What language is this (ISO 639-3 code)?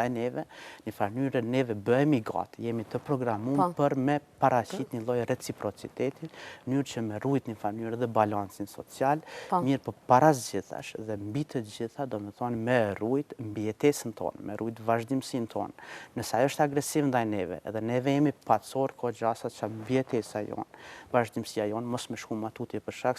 sqi